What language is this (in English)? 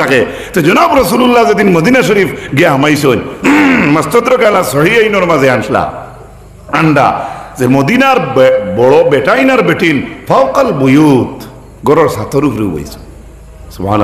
Sylheti